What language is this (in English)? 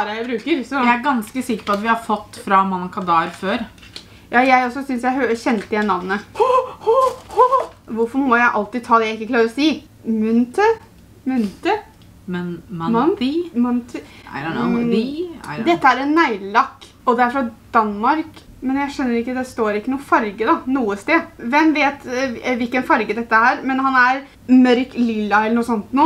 Norwegian